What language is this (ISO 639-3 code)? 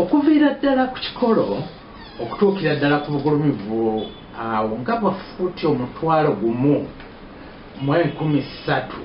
lug